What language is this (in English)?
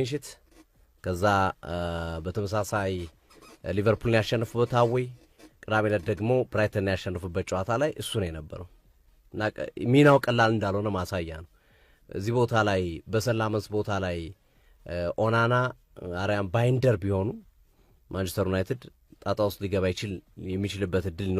Amharic